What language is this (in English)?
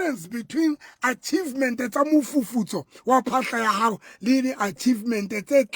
Southern Sotho